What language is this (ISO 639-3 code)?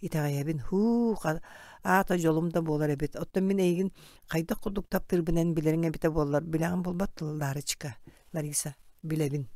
sah